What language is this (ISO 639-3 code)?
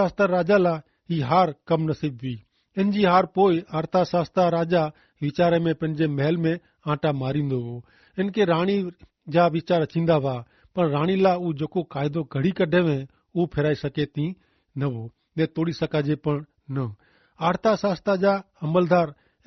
kfr